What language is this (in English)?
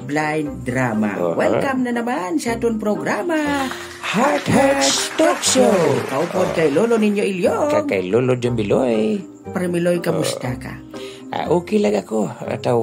Hiligaynon